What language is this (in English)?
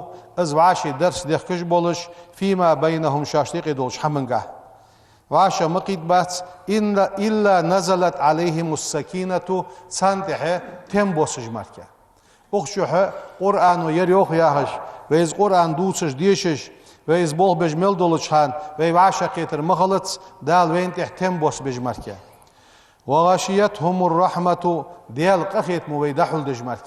Ingush